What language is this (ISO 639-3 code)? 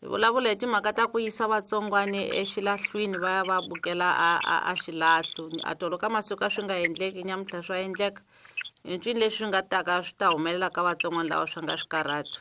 tso